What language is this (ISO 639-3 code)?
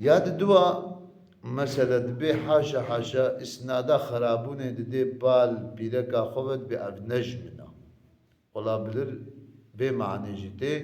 kur